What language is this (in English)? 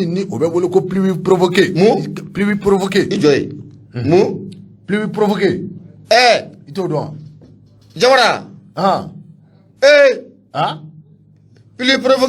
Bambara